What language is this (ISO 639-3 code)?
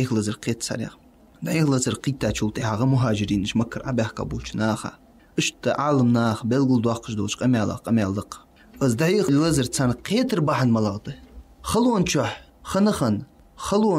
inh